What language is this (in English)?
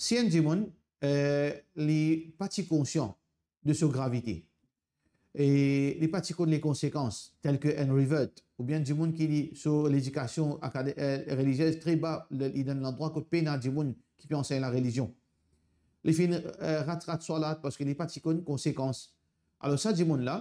Morisyen